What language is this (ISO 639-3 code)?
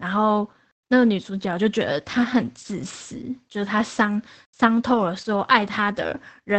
zho